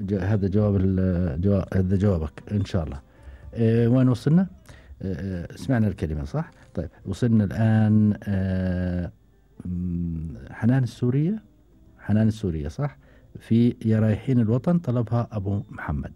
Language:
Gulf Arabic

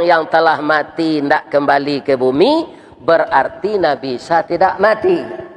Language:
Minangkabau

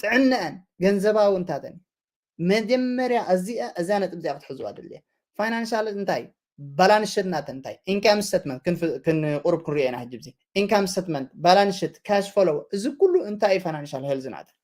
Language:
Tigrinya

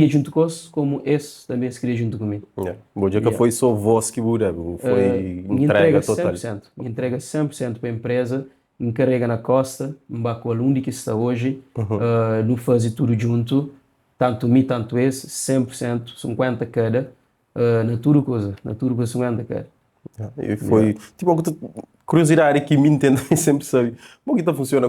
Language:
Kabuverdianu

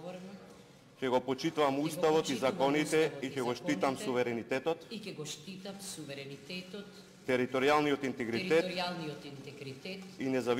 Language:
Macedonian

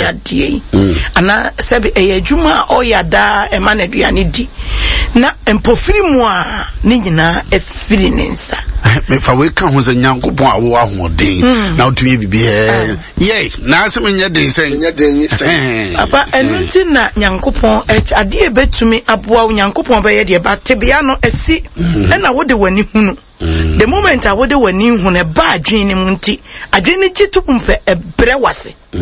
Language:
Akan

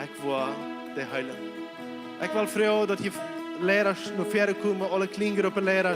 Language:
Plautdietsch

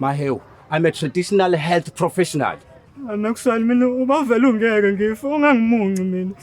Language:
Zulu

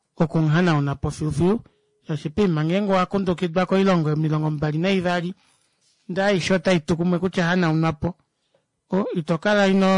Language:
Kuanyama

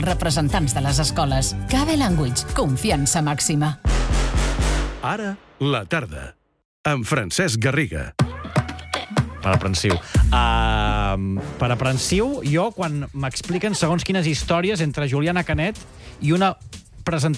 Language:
Catalan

